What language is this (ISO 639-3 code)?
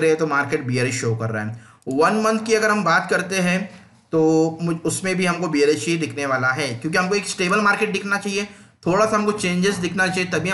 hin